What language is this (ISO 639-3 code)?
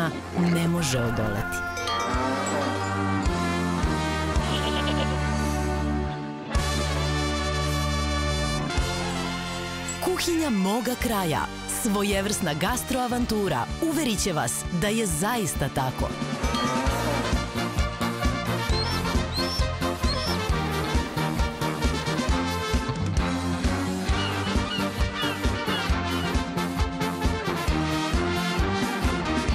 srp